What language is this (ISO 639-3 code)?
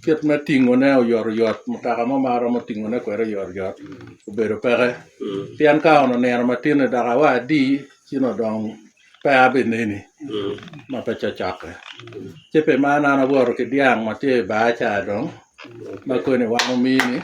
laj